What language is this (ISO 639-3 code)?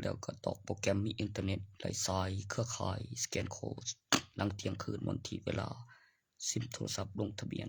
lao